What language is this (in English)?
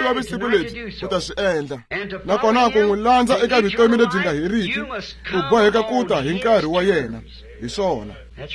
Tsonga